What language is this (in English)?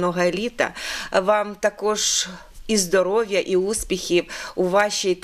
Ukrainian